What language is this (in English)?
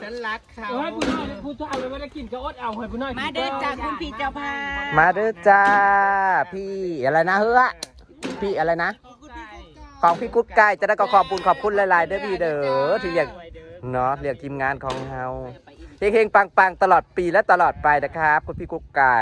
Northeastern Thai